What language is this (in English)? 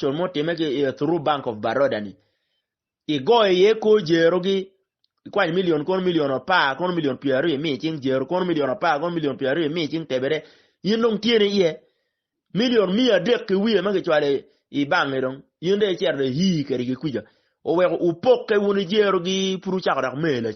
Acoli